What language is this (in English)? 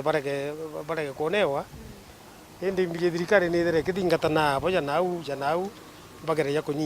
Meru